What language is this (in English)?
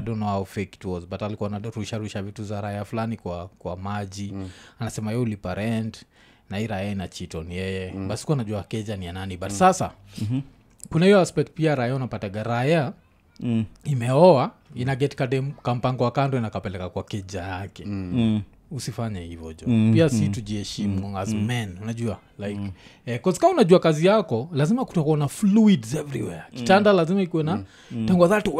Swahili